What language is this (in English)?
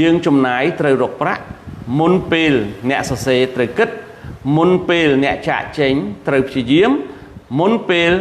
Khmer